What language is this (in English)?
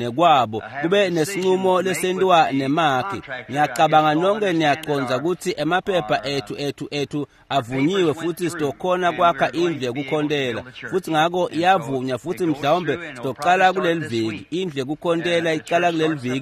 Swati